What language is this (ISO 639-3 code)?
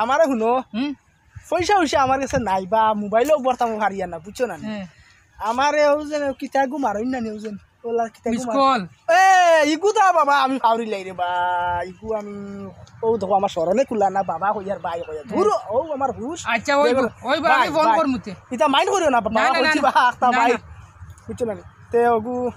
syl